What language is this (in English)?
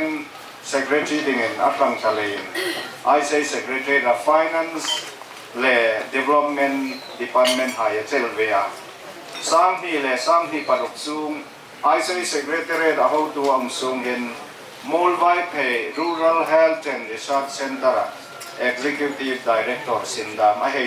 Hmar